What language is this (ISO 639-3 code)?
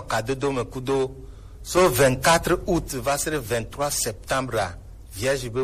gej